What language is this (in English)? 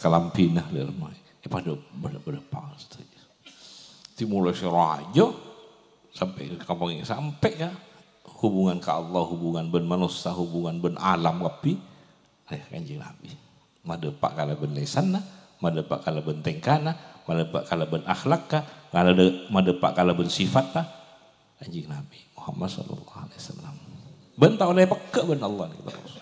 Madurese